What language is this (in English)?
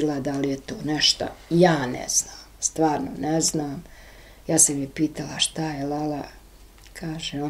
Bosnian